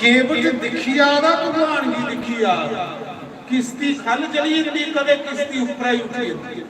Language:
Dogri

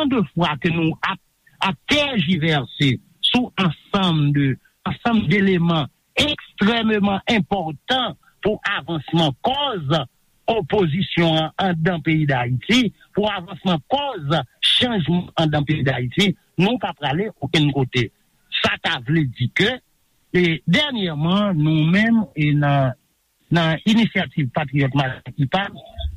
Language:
Haitian Creole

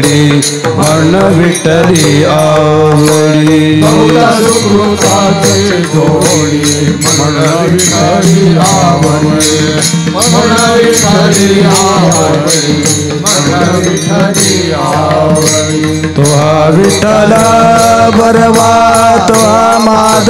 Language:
Marathi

